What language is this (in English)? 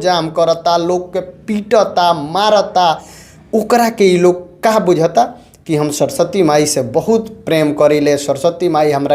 Bhojpuri